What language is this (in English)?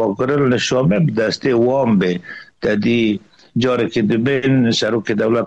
Kurdish